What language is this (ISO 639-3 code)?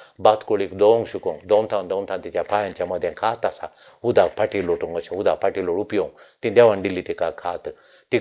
kok